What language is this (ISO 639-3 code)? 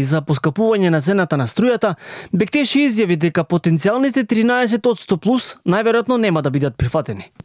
mkd